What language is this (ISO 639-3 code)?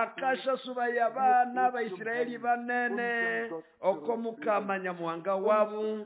nnb